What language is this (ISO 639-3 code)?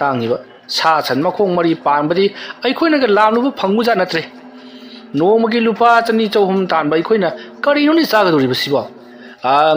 mni